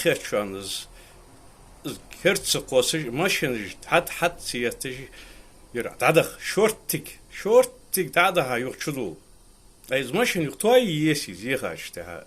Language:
Ingush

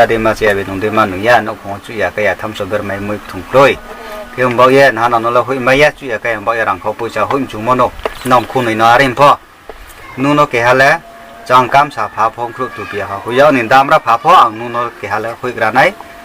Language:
Riang (India)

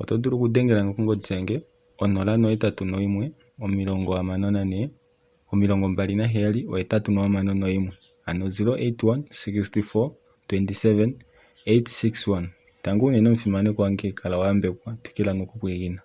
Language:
Kuanyama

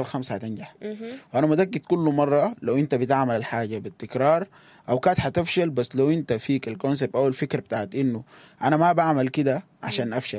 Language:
Sudanese Arabic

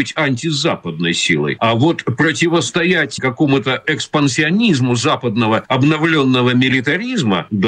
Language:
Russian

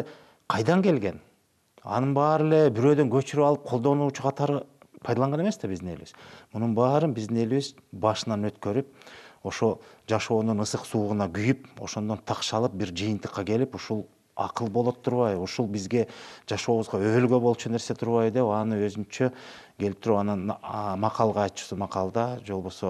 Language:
Kyrgyz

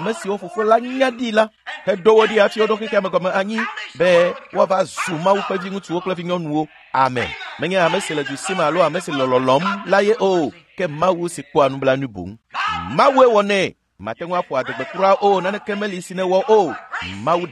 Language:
Ewe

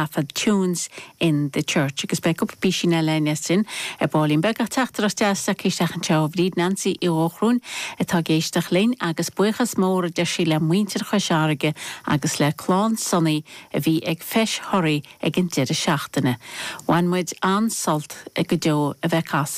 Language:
Irish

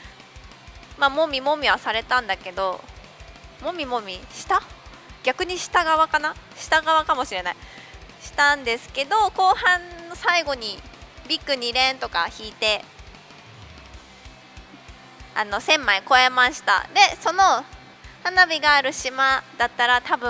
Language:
Japanese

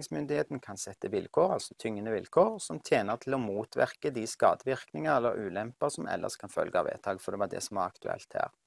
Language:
Norwegian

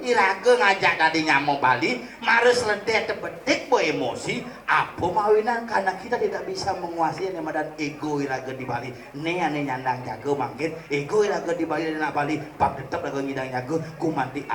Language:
Balinese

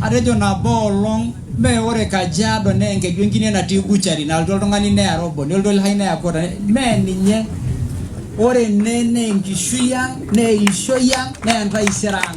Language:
Masai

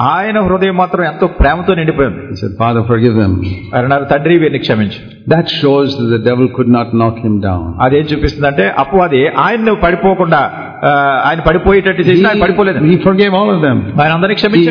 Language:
Telugu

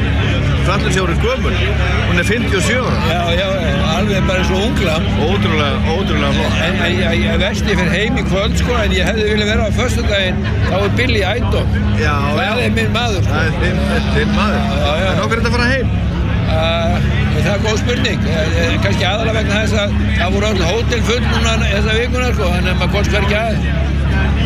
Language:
Icelandic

